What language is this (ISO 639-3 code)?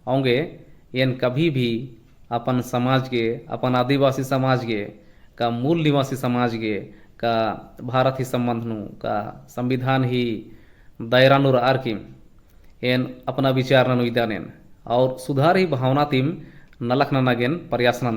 kru